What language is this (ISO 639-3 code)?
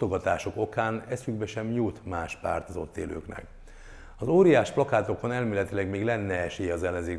hun